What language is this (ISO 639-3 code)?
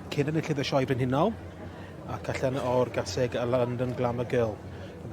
cym